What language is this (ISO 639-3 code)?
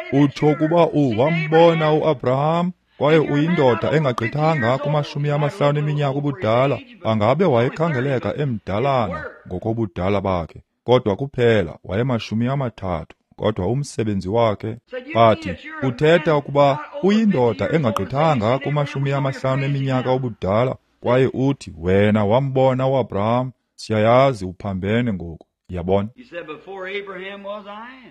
xho